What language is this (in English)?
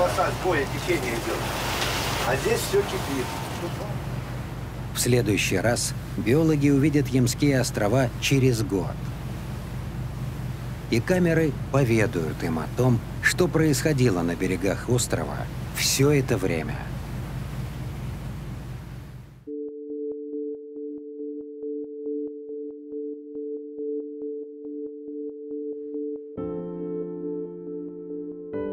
Russian